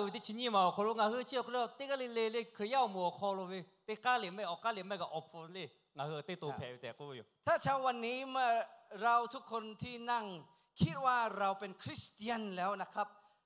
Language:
Lahu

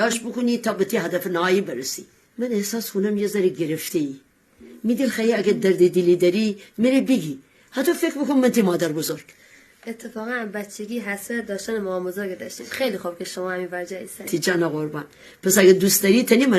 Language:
Gilaki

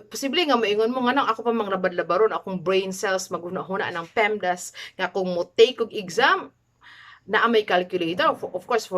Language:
Cebuano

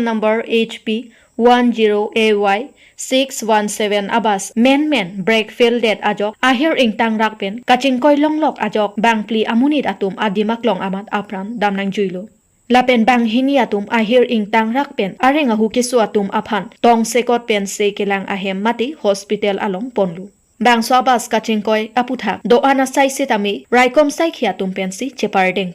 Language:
Karbi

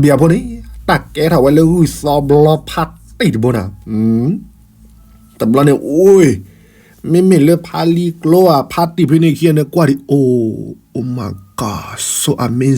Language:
S'gaw Karen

